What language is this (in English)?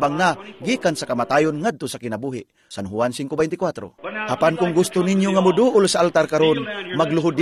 Cebuano